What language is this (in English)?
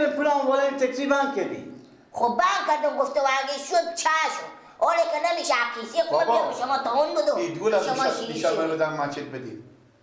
Persian